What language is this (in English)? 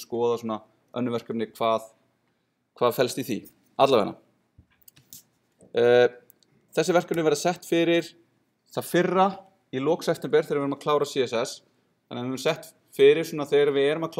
Icelandic